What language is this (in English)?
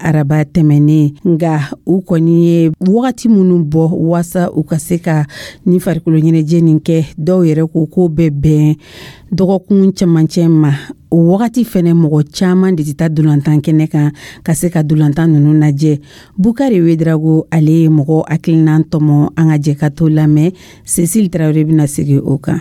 Dyula